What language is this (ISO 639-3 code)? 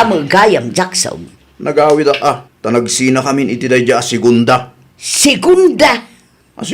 ilo